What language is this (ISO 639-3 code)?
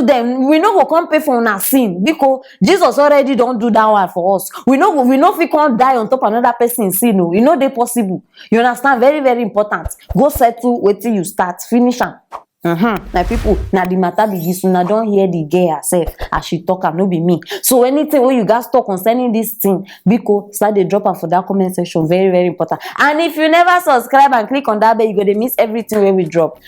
pcm